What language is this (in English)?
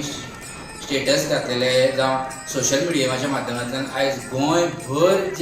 Konkani